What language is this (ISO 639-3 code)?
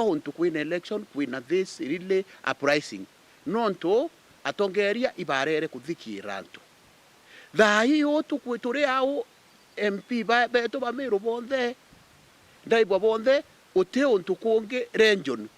mer